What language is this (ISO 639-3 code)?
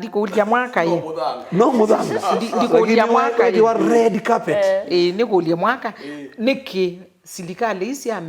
kam